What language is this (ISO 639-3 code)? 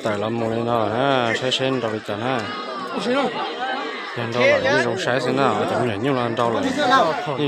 hmn